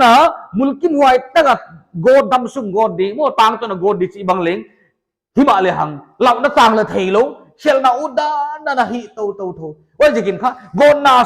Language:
Paite Chin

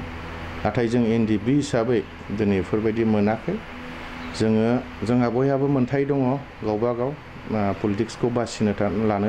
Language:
Bodo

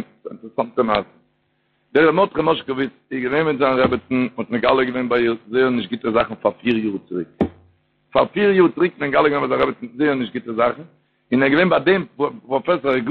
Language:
Yiddish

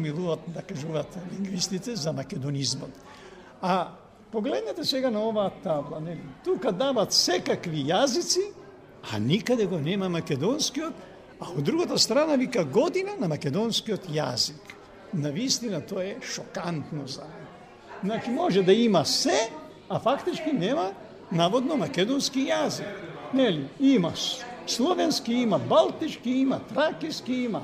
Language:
Macedonian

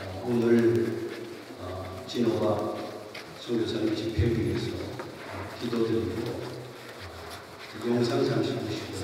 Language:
Korean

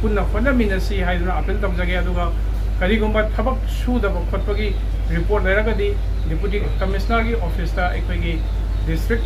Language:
Manipuri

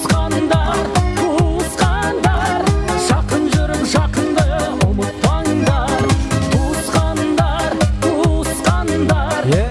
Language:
Kara-Kalpak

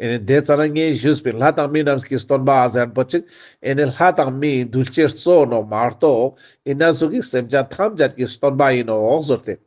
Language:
Ladakhi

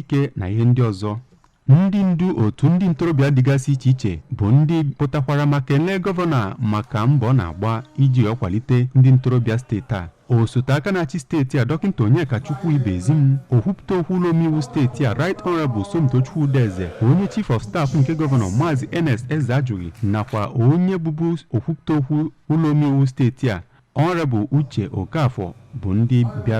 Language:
Igbo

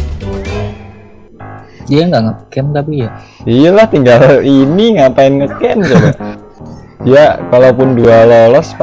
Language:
Indonesian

